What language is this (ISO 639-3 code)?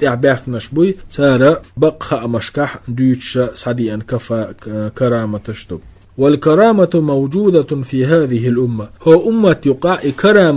che